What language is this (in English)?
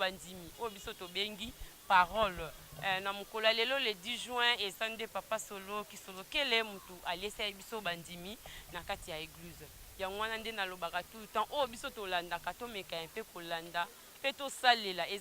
Lingala